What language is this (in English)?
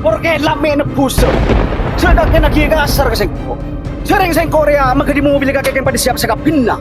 Madurese